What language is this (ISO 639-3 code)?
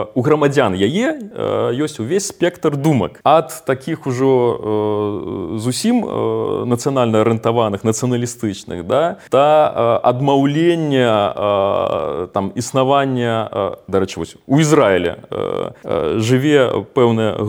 bel